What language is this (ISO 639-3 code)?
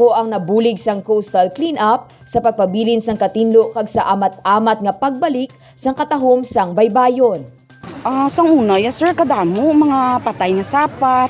hil